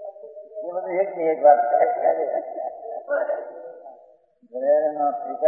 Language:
Gujarati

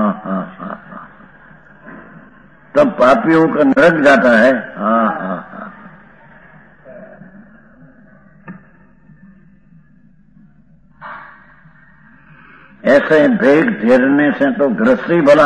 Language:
Gujarati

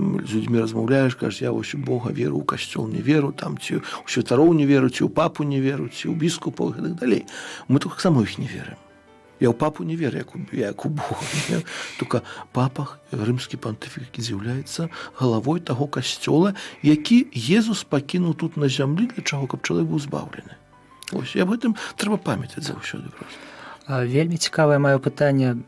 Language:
Belarusian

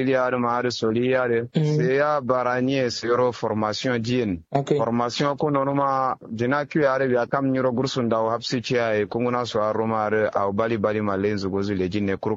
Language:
Kanuri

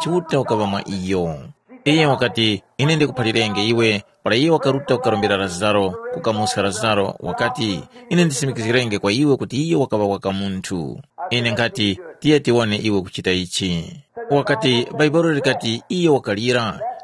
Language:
Tumbuka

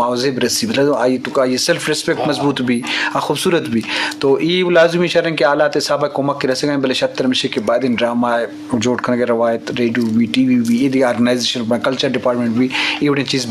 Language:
Eastern Balochi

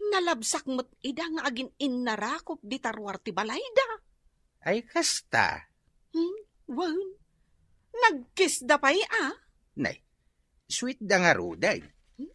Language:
Iloko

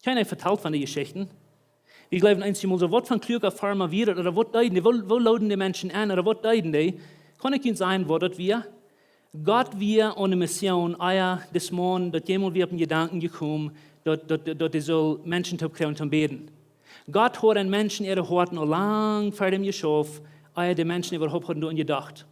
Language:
Plautdietsch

